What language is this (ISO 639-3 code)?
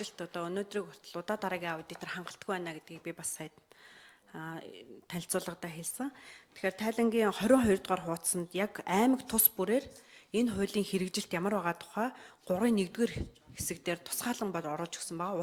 mon